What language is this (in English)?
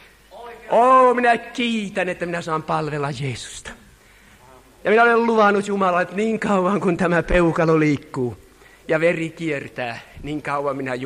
Finnish